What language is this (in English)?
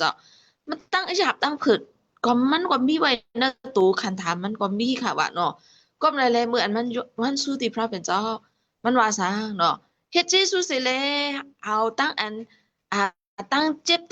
Shan